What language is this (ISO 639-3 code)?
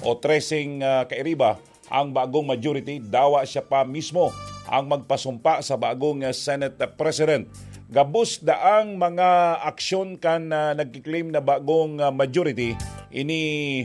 bik